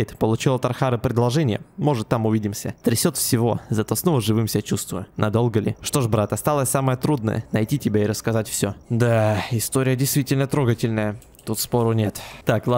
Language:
Russian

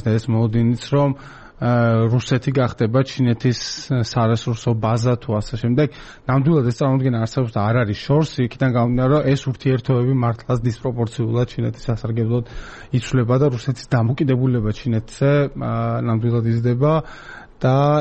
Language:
Georgian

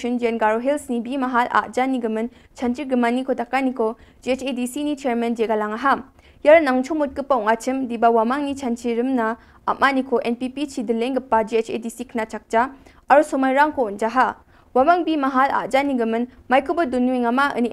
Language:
Garo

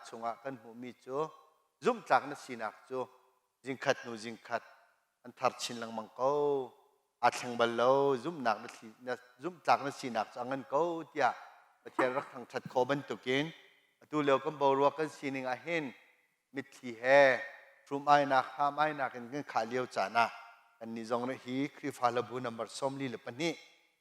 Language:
Hakha Chin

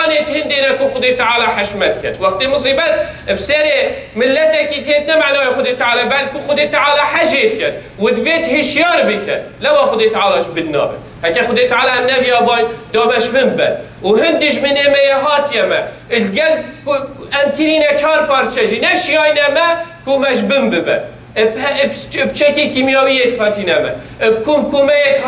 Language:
Kurdish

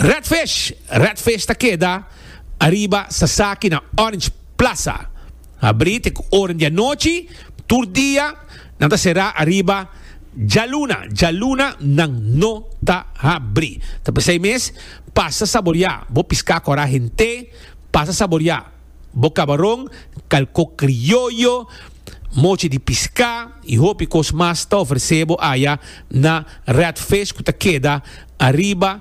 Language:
Papiamento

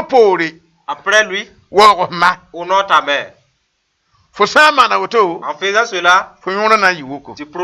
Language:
Mossi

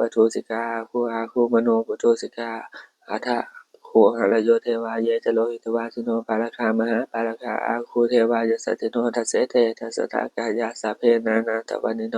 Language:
Pali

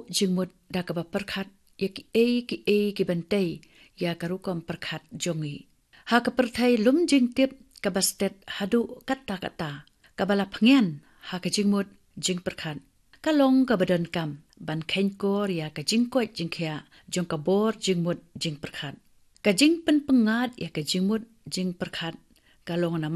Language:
Khasi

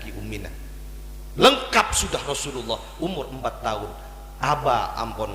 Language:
Madurese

